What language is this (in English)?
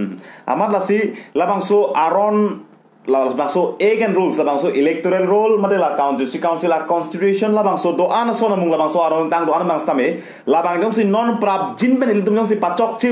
Karbi